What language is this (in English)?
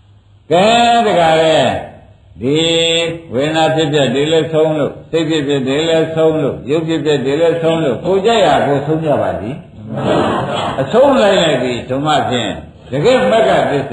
Burmese